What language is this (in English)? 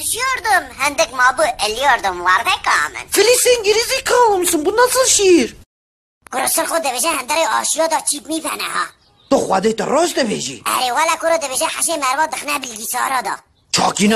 Kurdish